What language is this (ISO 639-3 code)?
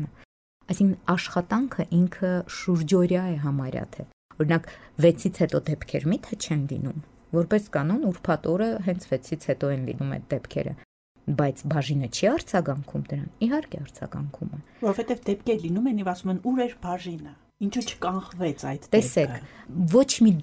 hye